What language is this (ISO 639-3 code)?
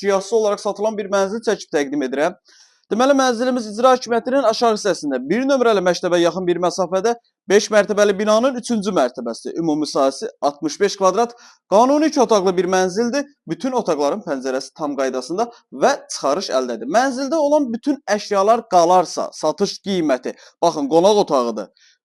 aze